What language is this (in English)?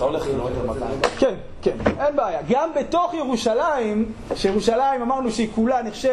Hebrew